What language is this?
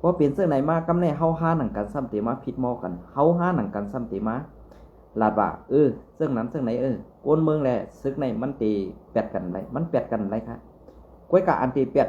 Shan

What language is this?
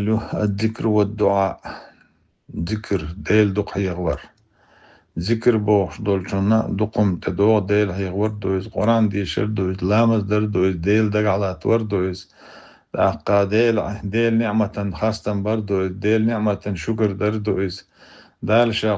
Chechen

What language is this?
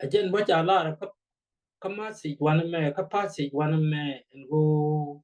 Nuer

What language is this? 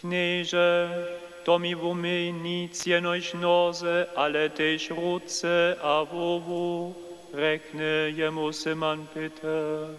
Upper Sorbian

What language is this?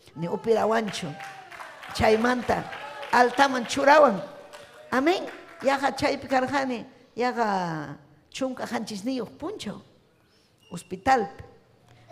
Ayacucho Quechua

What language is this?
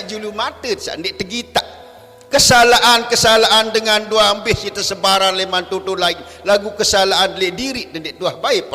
Sasak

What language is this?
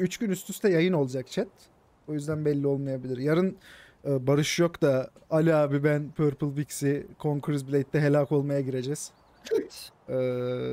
Turkish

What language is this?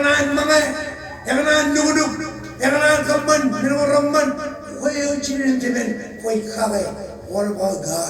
Marshallese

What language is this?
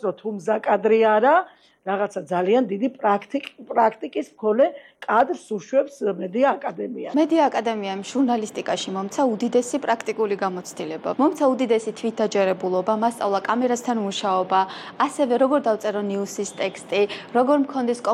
Georgian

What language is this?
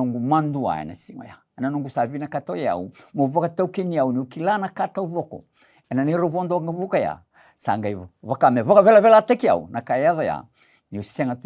Fijian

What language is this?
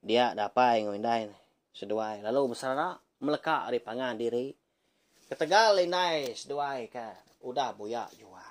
Iban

